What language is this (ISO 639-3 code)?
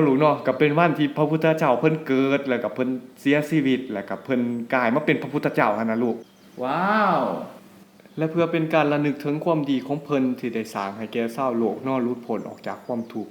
lao